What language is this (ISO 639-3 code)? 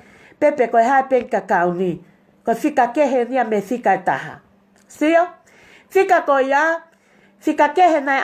ton